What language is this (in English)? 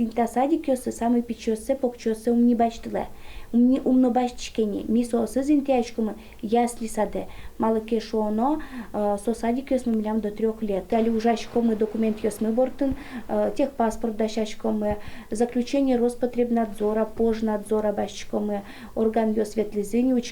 Udmurt